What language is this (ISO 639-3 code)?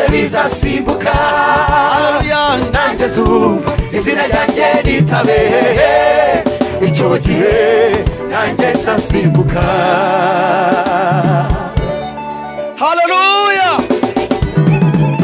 kin